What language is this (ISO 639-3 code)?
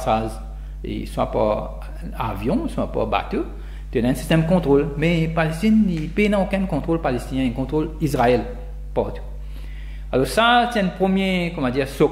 mfe